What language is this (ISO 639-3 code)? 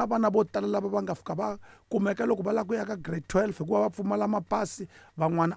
tso